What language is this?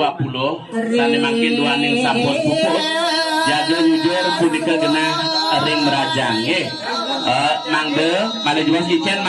Balinese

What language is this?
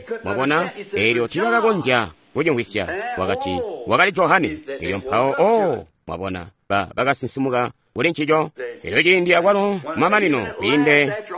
Tonga (Zambia)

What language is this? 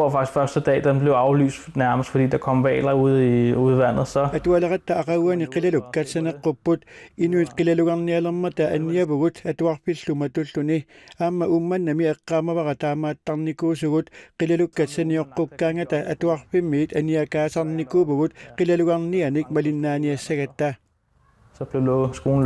Kalaallisut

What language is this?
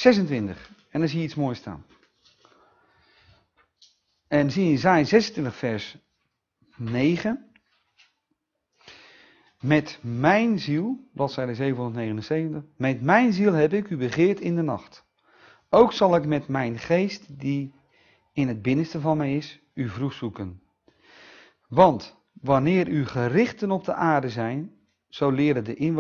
Dutch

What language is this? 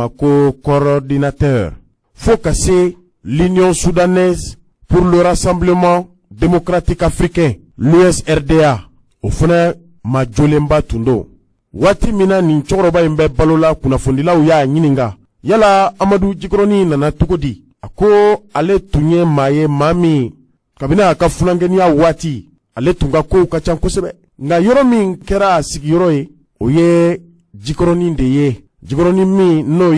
Bambara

